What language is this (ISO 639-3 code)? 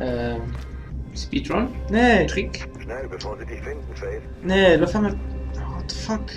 ltz